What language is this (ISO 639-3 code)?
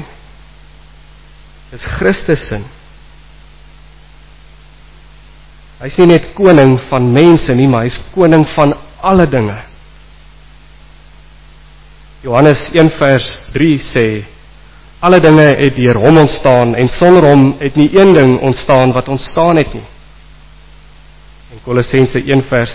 afr